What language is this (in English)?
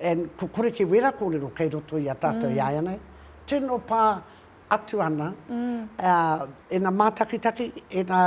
Māori